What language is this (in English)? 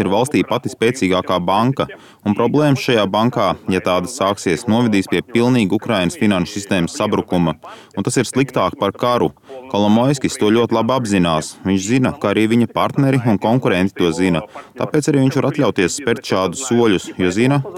Latvian